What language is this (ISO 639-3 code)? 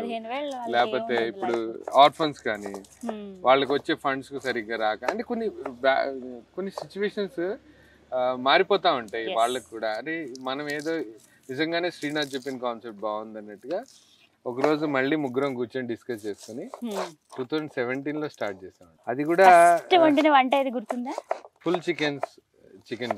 tel